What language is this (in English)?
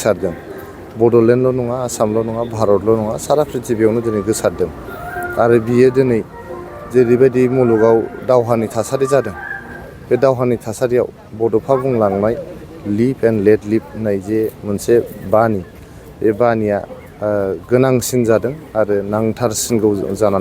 Bodo